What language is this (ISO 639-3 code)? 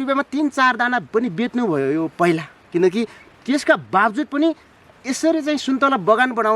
nep